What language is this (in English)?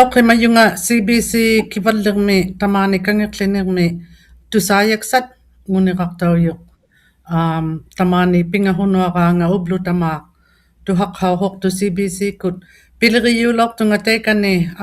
Inuktitut